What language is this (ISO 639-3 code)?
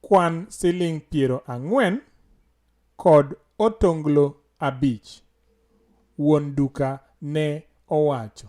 luo